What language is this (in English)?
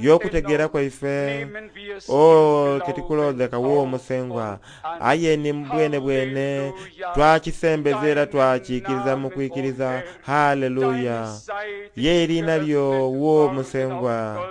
Soga